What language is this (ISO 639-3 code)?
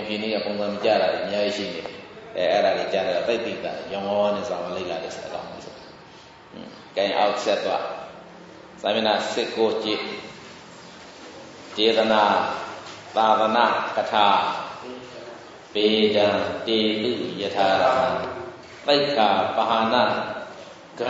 mya